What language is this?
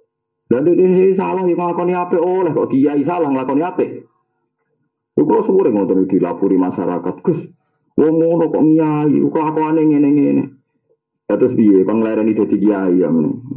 Javanese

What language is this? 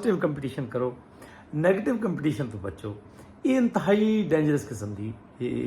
Saraiki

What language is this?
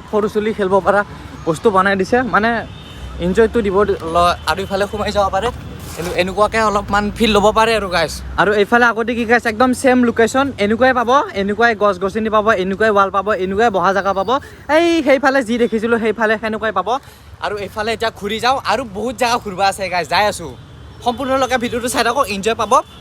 Assamese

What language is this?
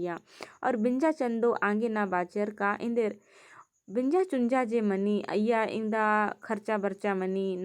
Kurukh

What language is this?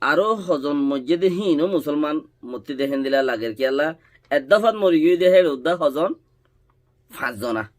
Rohingya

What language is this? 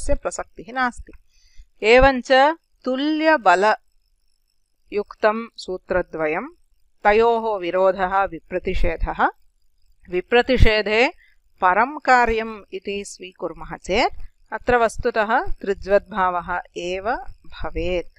Sanskrit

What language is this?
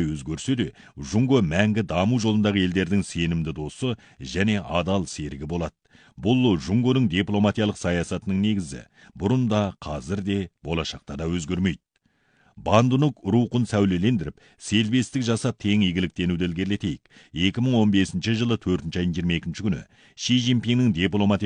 Kazakh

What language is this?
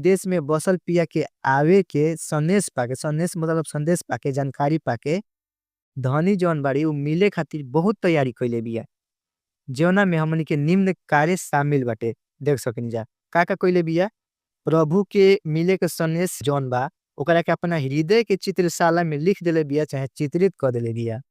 Bhojpuri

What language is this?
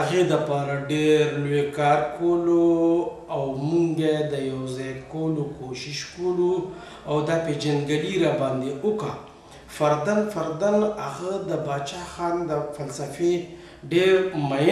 Pashto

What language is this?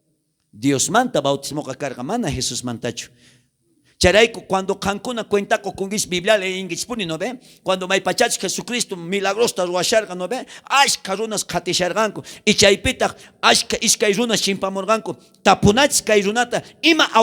South Bolivian Quechua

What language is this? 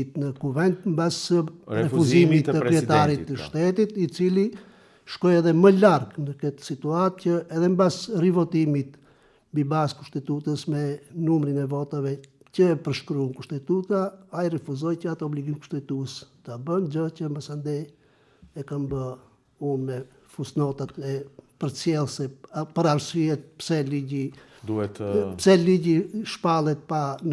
Albanian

